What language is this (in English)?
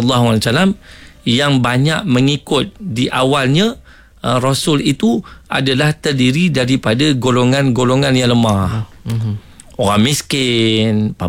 Malay